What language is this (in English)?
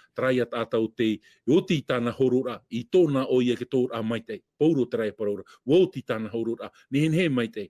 Tahitian